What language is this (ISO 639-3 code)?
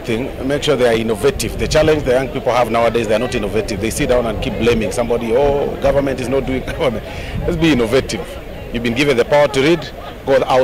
kam